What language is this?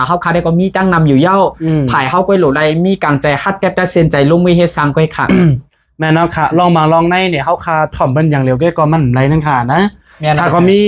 Shan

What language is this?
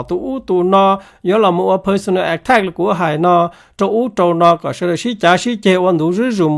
Hmong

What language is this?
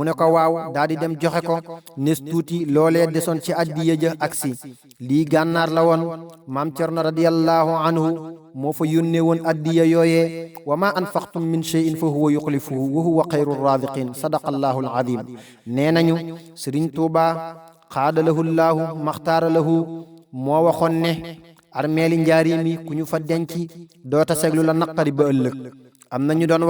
Wolof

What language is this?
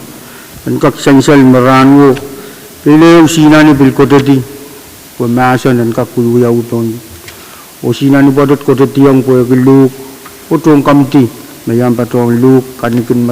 Pohnpeian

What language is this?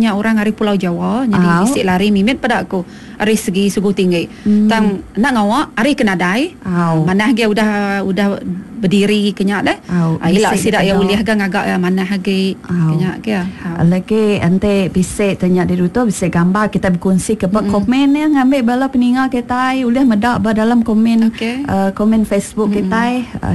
Iban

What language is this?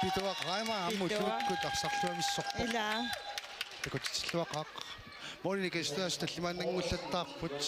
Kalaallisut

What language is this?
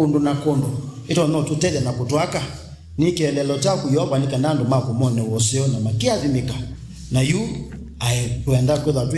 Kamba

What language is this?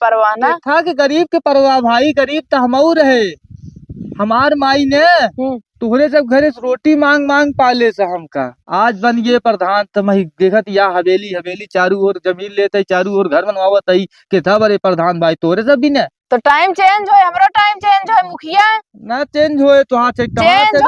Awadhi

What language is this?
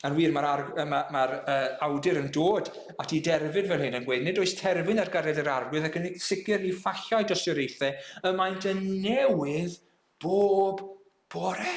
Welsh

